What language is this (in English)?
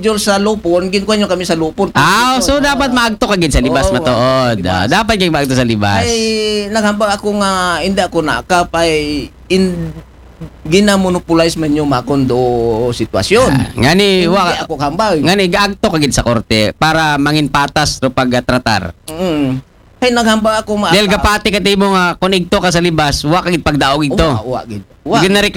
Aklanon